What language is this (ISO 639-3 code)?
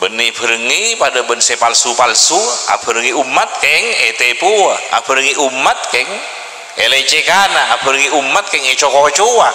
mad